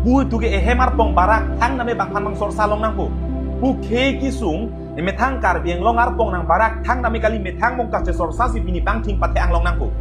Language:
Karbi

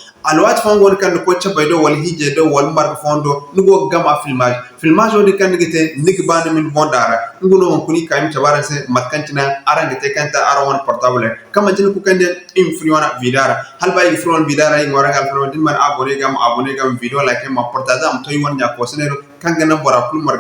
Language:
Zarma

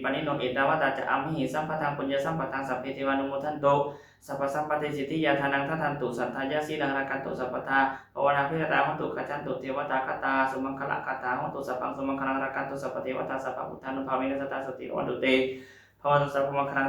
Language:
Pali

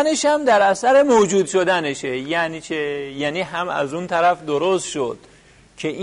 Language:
Persian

